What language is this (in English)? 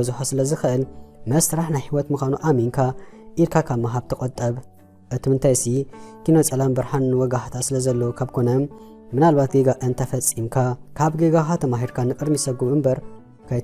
Tigrinya